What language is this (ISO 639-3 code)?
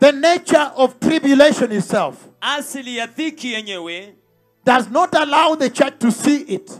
swa